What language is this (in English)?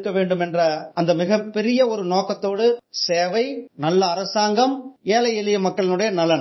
Tamil